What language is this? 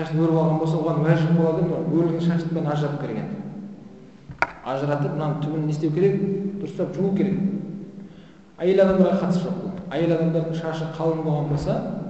Kazakh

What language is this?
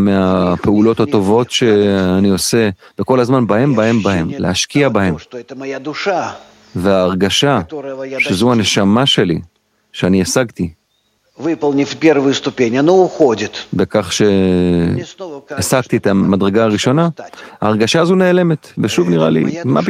Hebrew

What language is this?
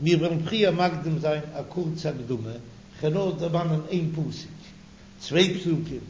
Yiddish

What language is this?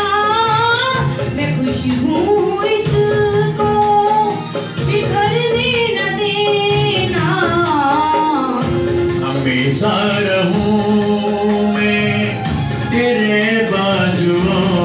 Hindi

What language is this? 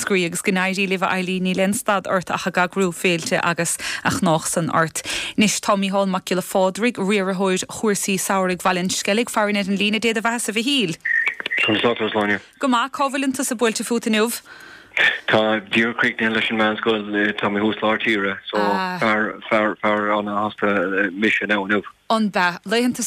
Irish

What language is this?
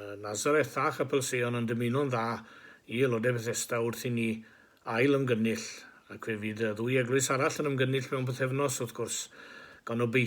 Welsh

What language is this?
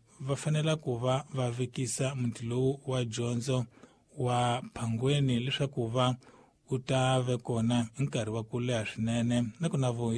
Tsonga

